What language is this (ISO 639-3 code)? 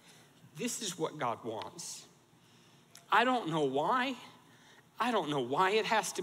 eng